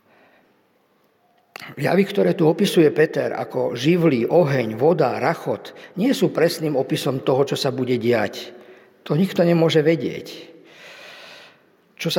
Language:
Slovak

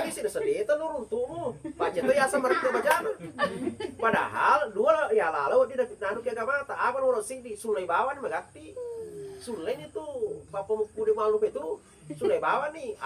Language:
Buginese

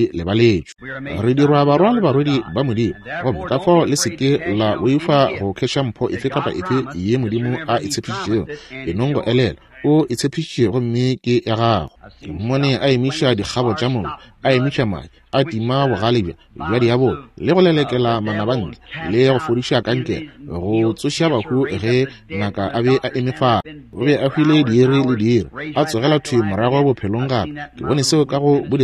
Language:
Northern Sotho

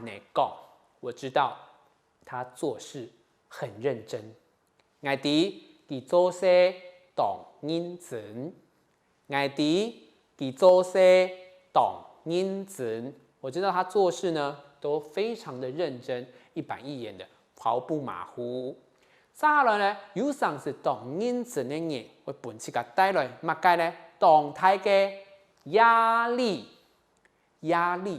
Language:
Hakka Chinese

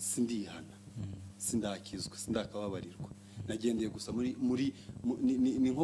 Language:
Kinyarwanda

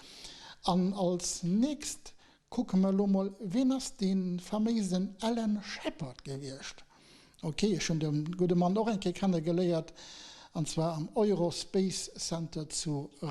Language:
Luxembourgish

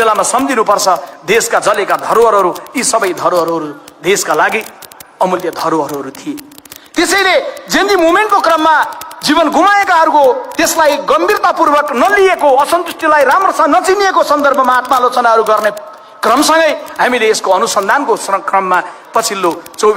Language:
Nepali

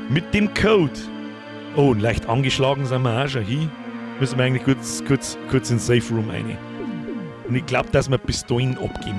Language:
Bavarian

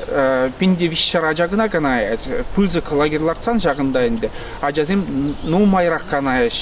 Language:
Chuvash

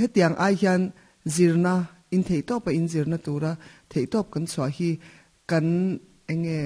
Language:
Mizo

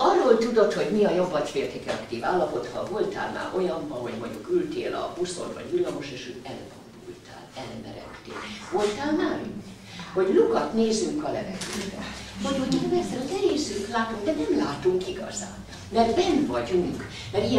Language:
Hungarian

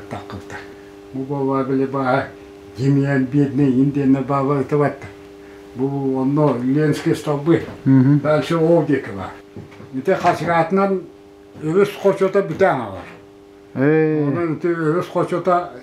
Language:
Yakut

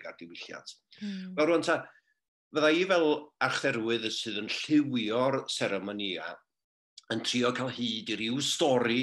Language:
Welsh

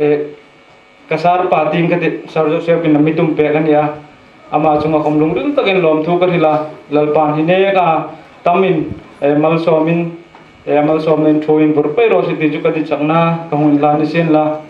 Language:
Hmar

